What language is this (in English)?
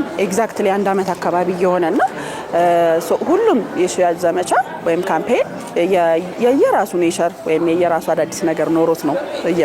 Amharic